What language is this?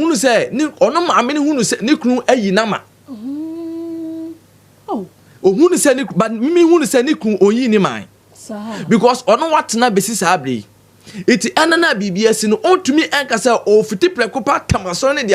Akan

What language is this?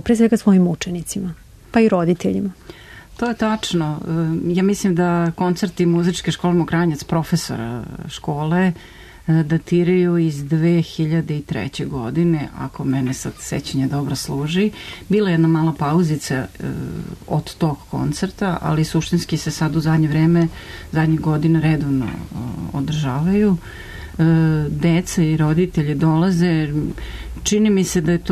Serbian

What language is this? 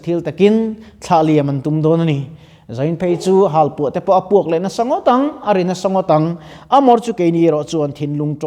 Mizo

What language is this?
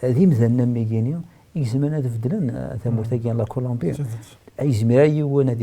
Kabyle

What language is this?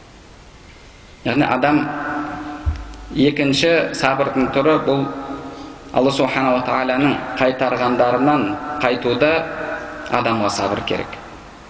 Kazakh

